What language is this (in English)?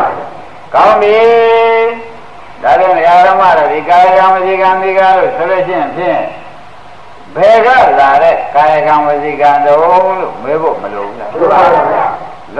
Burmese